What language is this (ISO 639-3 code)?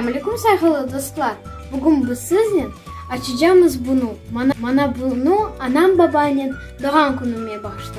crh